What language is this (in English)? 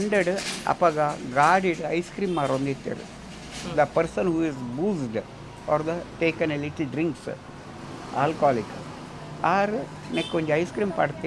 Tulu